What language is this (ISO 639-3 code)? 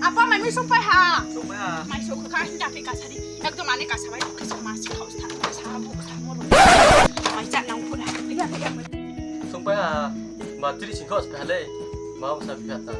ria